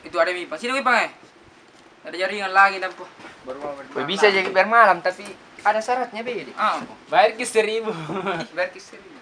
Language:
Makassar Malay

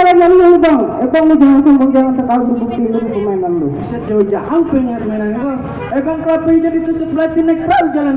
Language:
Betawi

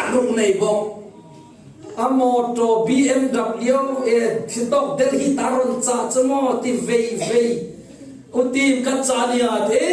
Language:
Falam Chin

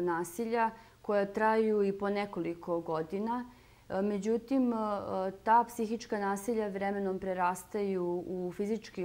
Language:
Serbian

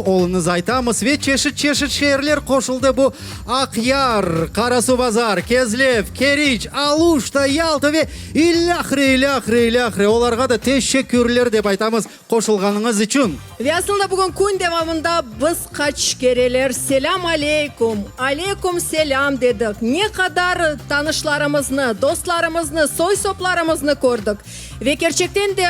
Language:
Crimean Tatar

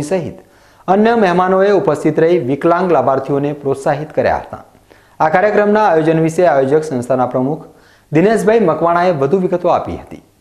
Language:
Gujarati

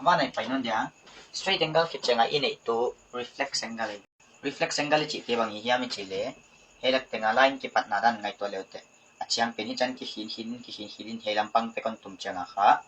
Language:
Paite Chin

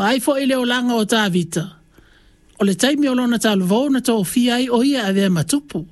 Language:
Samoan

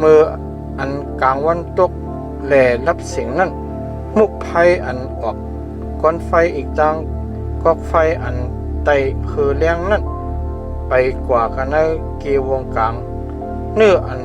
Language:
Shan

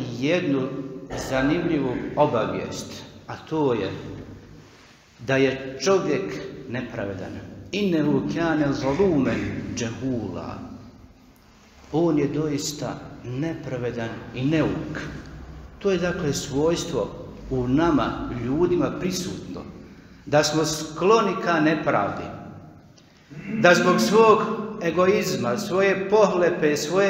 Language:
Bosnian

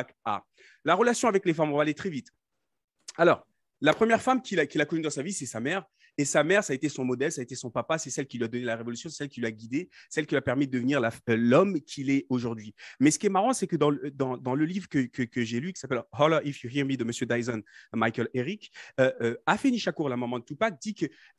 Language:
French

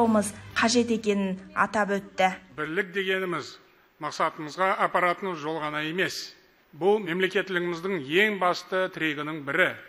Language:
Kazakh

